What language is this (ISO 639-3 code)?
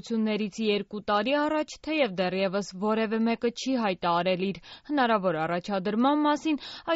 hye